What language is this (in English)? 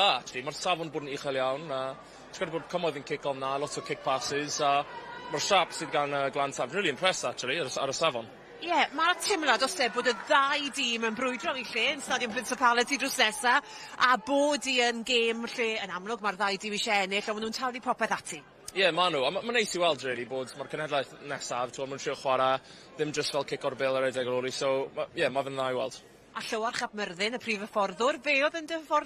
Welsh